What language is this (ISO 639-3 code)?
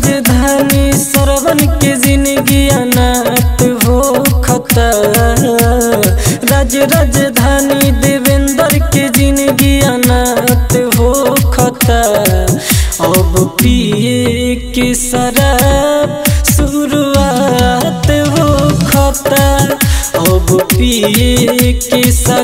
bho